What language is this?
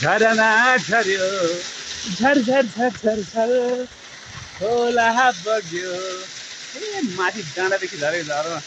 Nepali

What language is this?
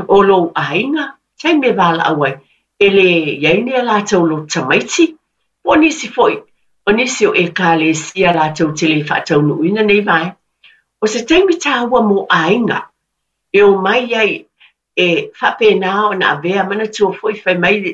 Samoan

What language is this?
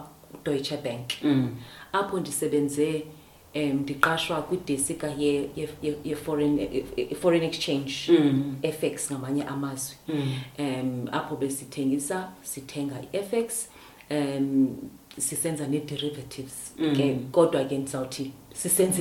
Xhosa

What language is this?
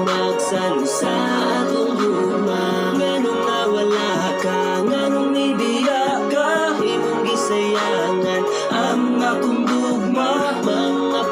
Cebuano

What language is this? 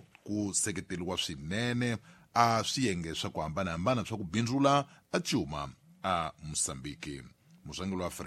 Tsonga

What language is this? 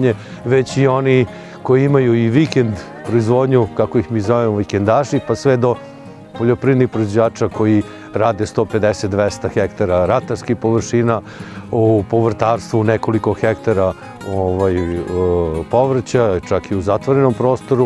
Serbian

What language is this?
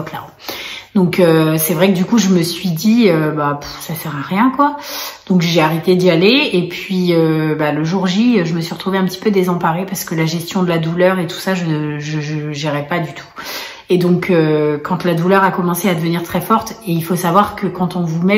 French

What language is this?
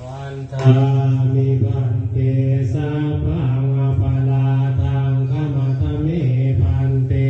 Pali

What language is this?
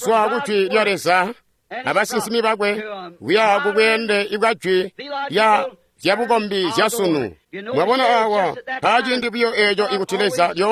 Tonga (Zambia)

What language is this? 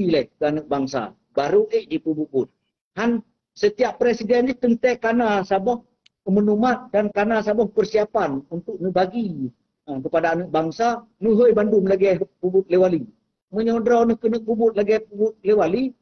Achinese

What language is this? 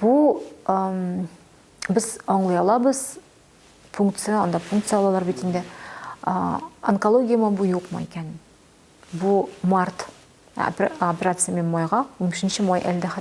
Tatar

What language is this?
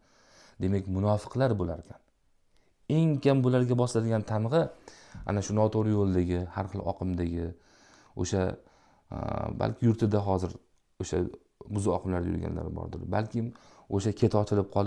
Uzbek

